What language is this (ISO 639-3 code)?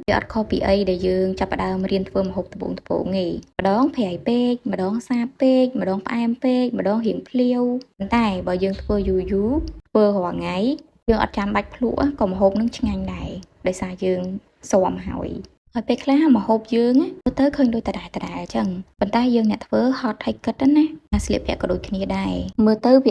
khm